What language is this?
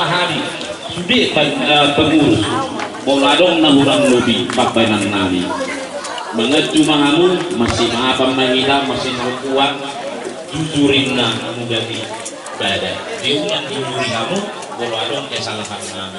Batak Toba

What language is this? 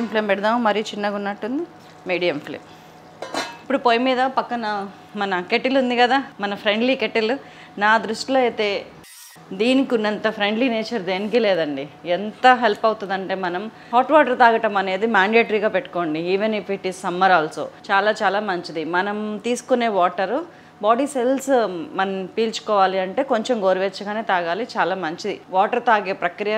Telugu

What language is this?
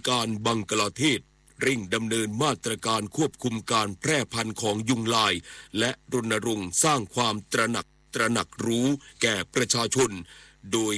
Thai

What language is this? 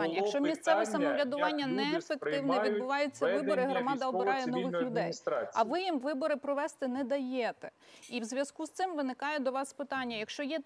Ukrainian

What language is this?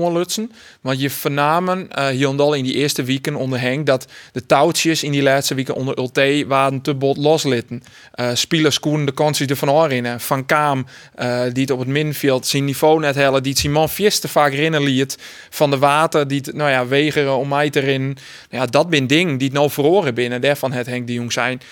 Western Frisian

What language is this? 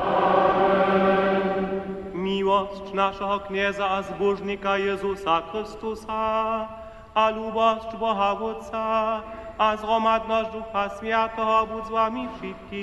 Upper Sorbian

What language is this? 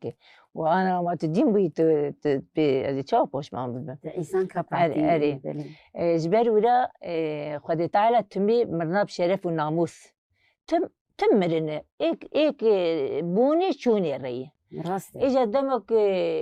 Kurdish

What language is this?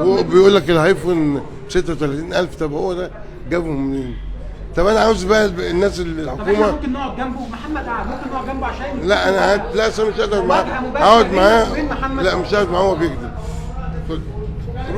Egyptian Arabic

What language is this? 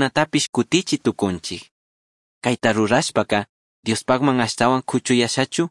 Chimborazo Highland Quichua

